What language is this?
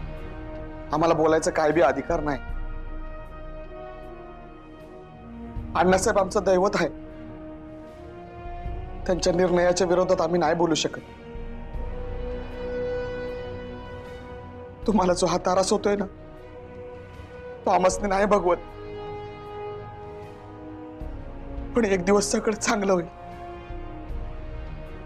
Marathi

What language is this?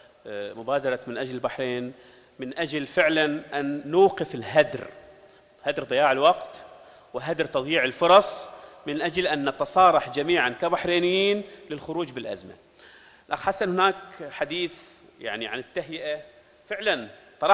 Arabic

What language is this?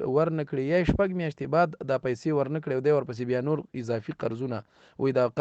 Pashto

